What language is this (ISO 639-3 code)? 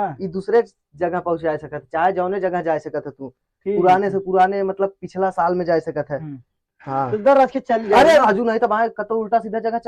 awa